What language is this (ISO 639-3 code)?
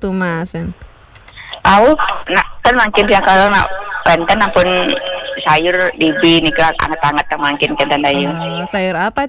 ban